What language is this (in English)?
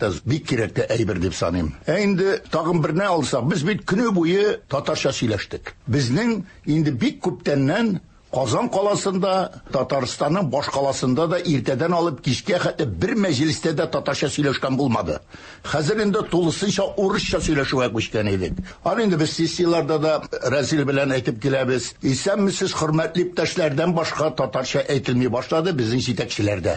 Tatar